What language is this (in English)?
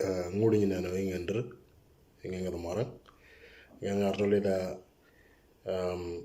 Moro